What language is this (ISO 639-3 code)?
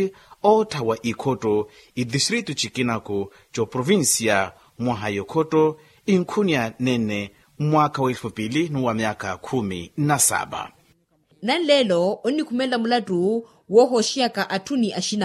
vmw